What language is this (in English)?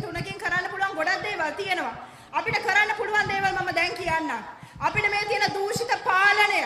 Sinhala